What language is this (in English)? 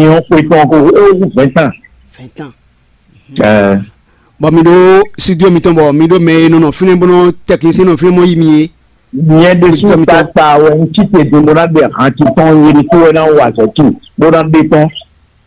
Fon